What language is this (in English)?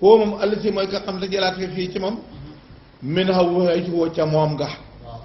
Wolof